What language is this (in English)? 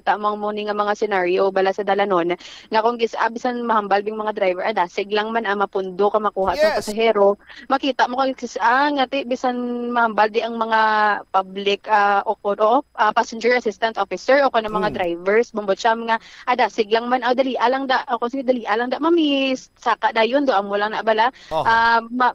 Hiligaynon